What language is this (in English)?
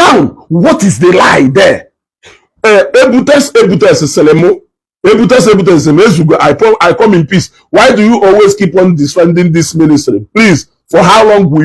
Igbo